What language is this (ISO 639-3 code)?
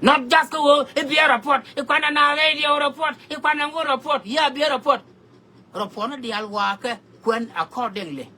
nus